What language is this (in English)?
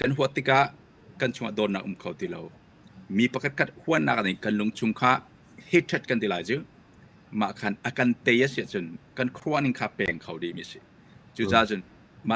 Hakha Chin